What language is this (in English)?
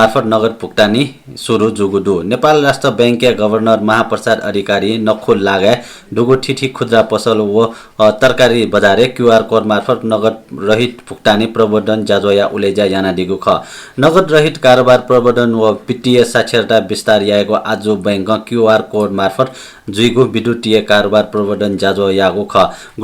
Newari